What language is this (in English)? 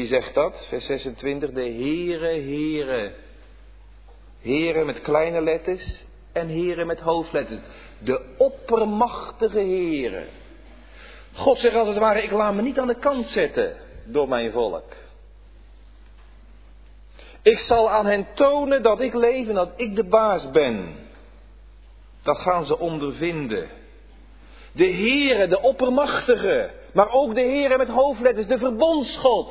Dutch